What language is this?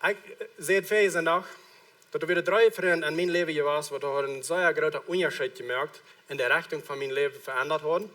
Plautdietsch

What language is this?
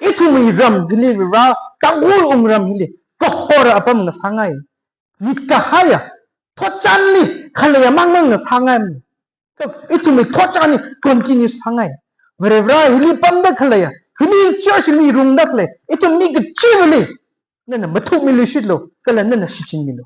Tangkhul Naga (India)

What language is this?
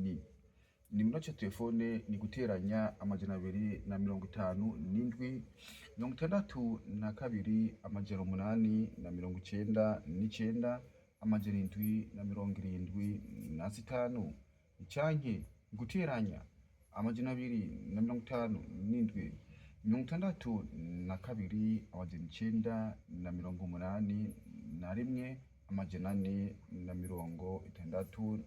Rundi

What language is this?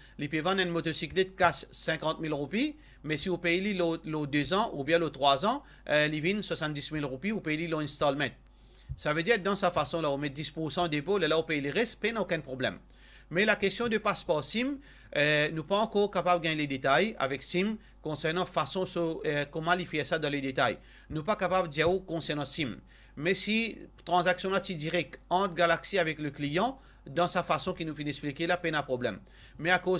Morisyen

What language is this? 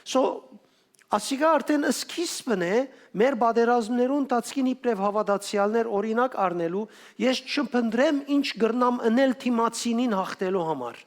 Western Armenian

